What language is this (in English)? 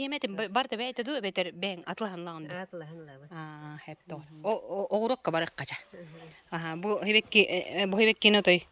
Yakut